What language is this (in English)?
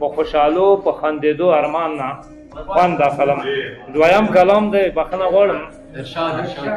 Pashto